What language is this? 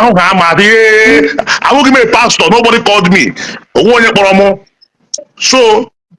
Igbo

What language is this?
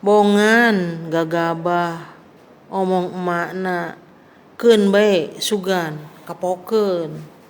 Sundanese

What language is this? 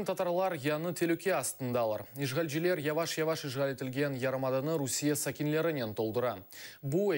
Crimean Tatar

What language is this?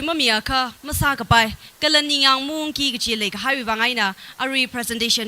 Tangkhul Naga (India)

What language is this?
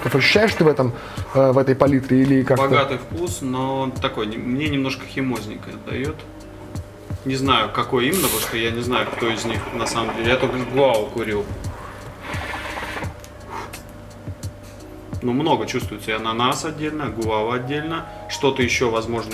Russian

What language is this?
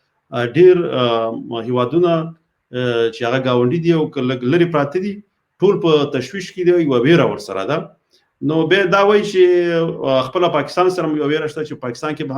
Pashto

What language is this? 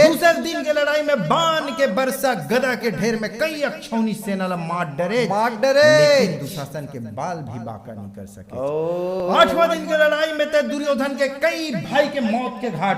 Chhattisgarhi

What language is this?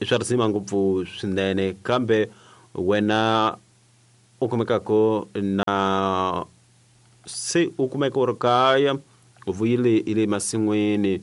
Tsonga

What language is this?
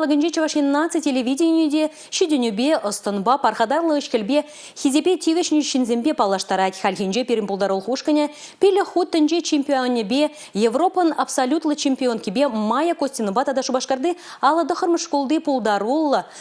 Chuvash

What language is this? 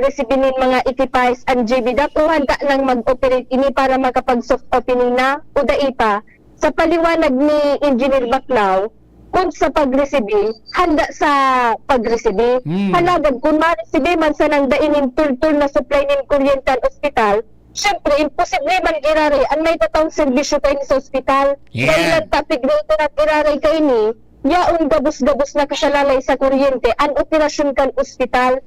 Bikol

